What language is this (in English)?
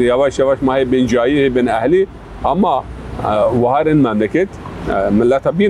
Zaza